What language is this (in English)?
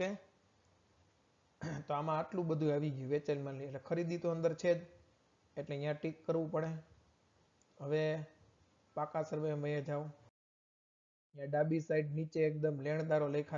Gujarati